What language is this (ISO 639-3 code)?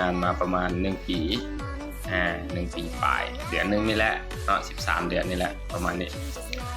lao